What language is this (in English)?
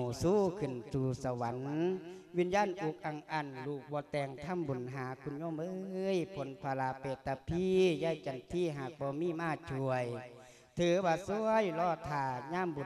Lao